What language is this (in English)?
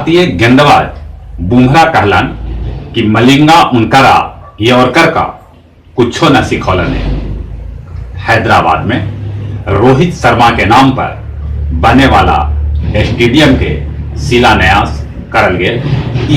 Magahi